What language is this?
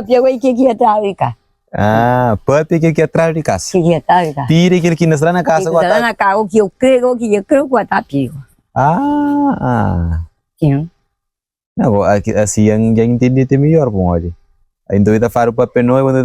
Kabuverdianu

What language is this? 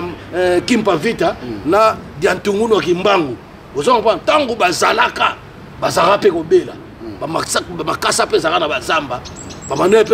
Lingala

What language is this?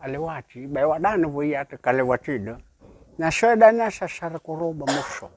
Nias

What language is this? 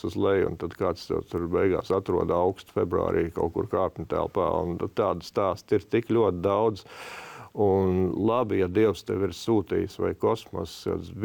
Latvian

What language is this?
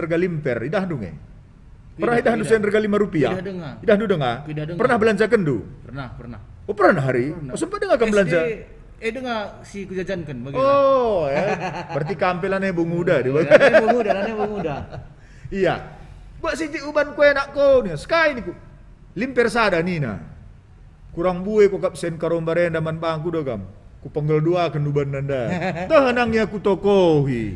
Batak Karo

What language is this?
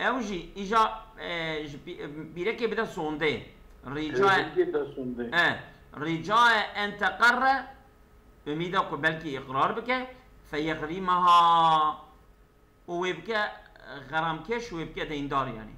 Kurdish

